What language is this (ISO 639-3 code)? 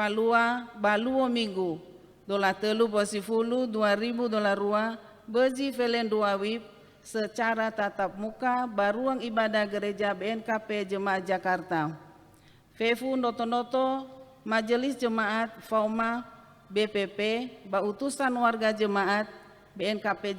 nia